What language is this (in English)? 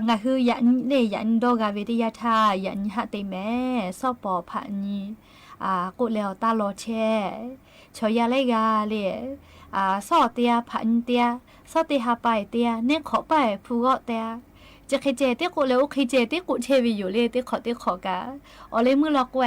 Lahu